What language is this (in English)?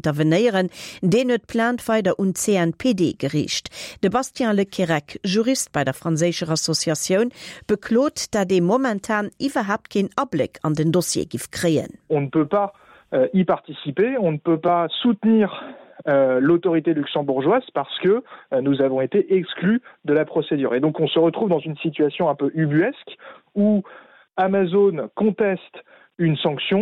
Luxembourgish